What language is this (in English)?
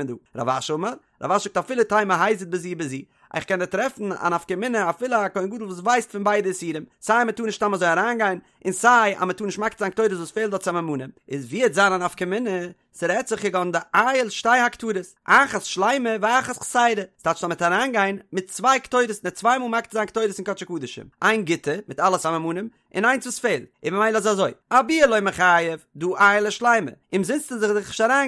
Yiddish